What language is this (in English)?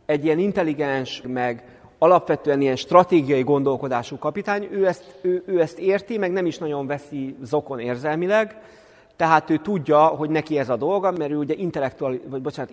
Hungarian